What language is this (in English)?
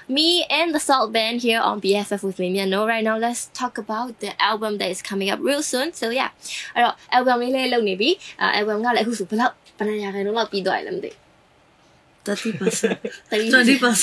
Burmese